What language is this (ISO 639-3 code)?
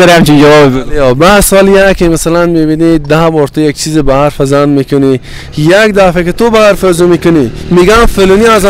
fas